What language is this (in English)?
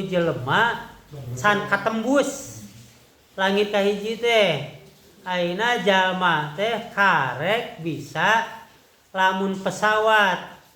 Sundanese